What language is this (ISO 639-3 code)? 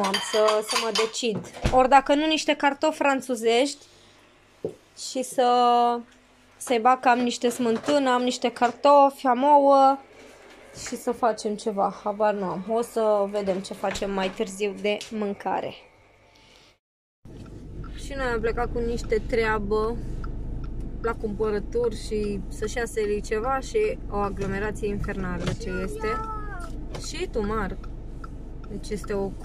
ron